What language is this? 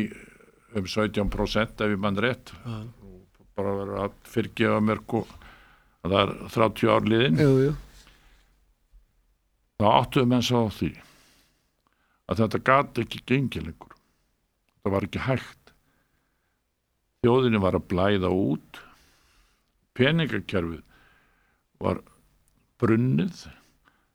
Icelandic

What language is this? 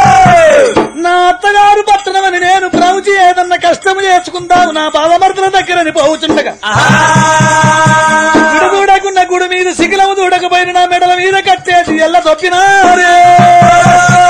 Telugu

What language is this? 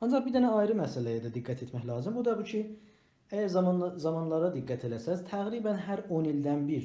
South Azerbaijani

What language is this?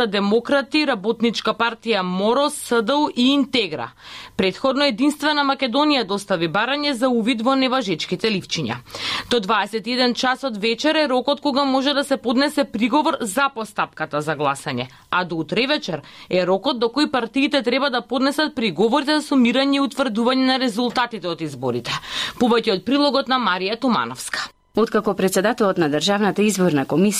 Macedonian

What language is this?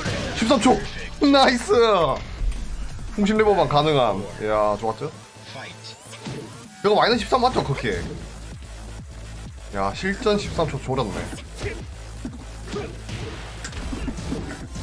Korean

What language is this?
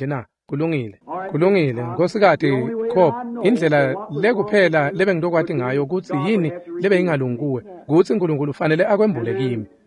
Swati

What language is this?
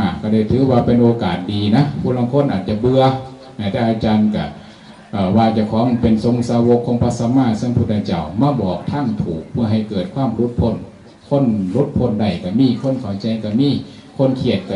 Northeastern Thai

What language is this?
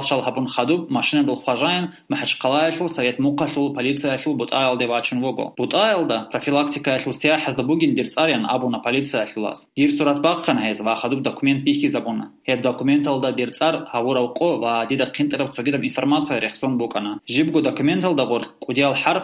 Avaric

